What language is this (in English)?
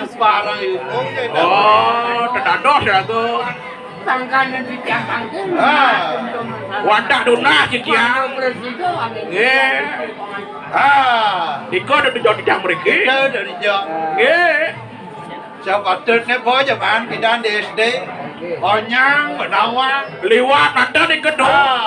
Balinese